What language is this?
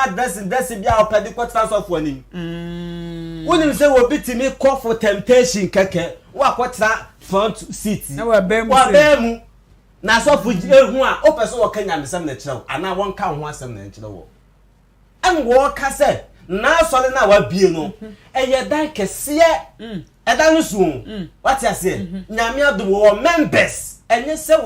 Akan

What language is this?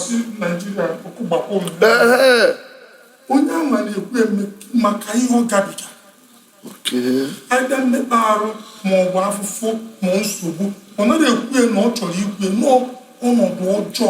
Igbo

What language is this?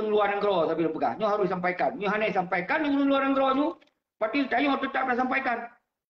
Achinese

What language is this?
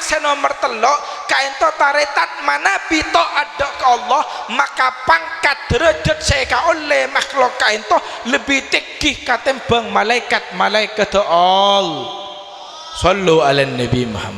Madurese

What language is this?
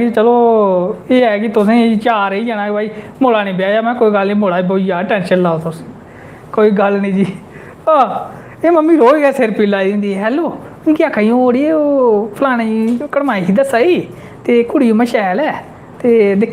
Dogri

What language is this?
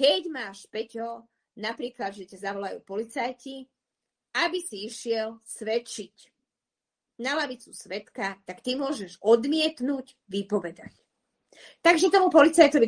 Slovak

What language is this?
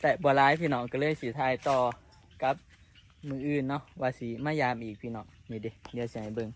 Northeastern Thai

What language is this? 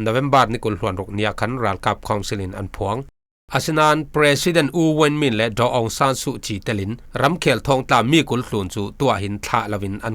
Falam Chin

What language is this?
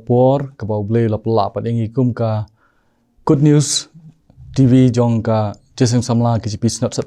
Khasi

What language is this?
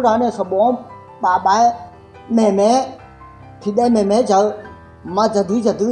Akha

